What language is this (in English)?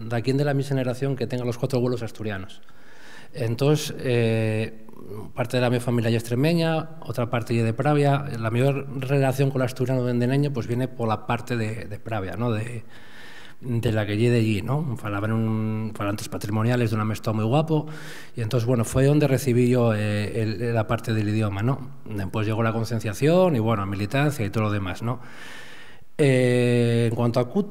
Asturian